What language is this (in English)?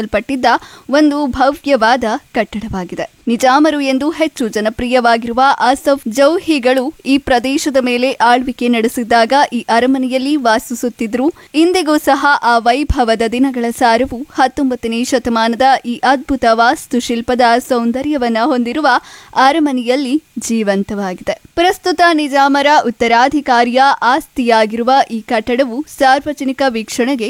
Kannada